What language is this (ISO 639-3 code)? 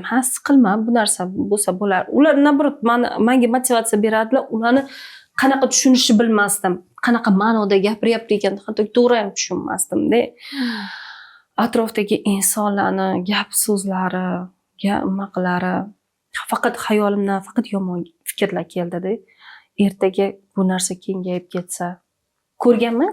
uzb